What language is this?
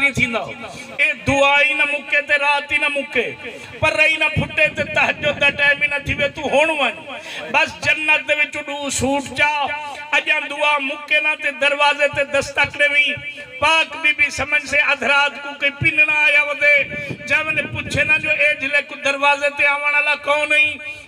Saraiki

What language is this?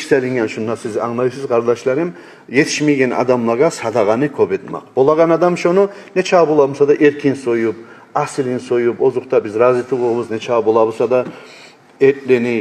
Kumyk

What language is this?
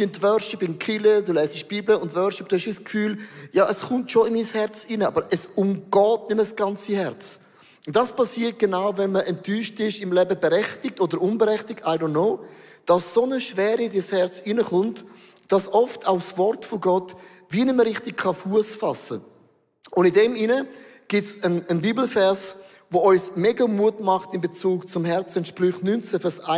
Swiss German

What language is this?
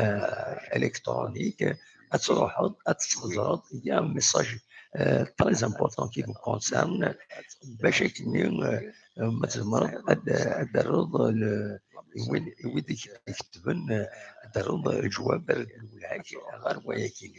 Kabyle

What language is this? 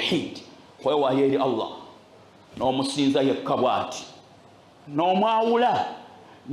Ganda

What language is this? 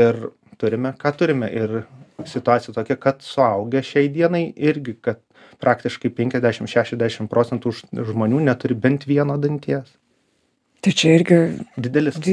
Lithuanian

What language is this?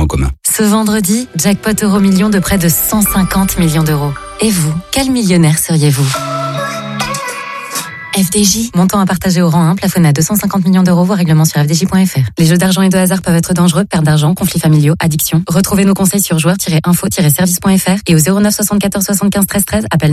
French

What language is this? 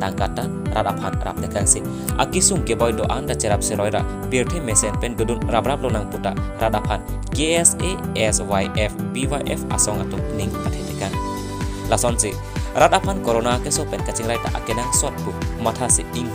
Karbi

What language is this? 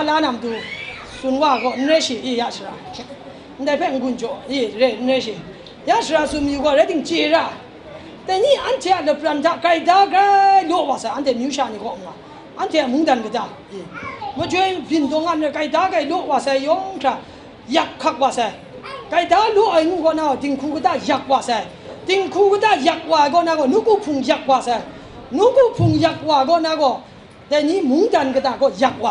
Kachin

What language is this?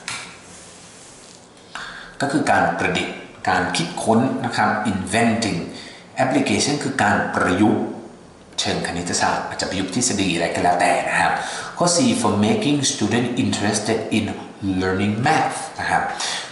Thai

